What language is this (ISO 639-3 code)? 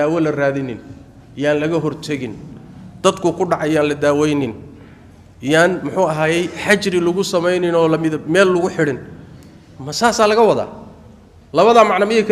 som